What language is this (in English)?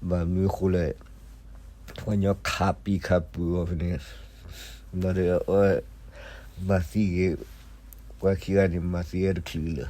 S'gaw Karen